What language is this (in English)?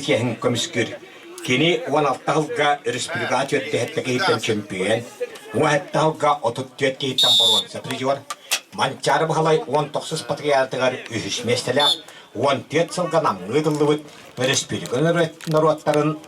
Yakut